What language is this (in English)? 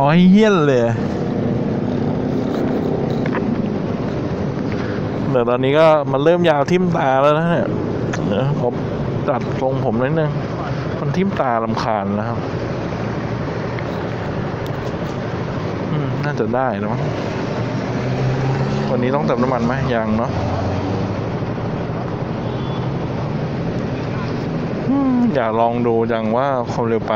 Thai